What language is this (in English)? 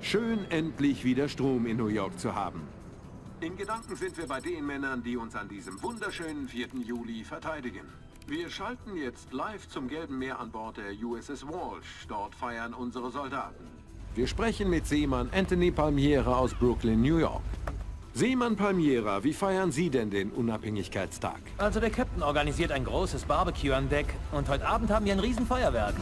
Bavarian